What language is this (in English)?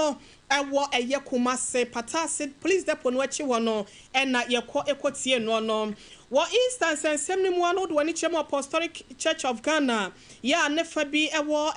Akan